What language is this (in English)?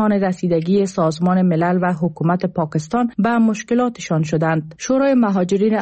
Persian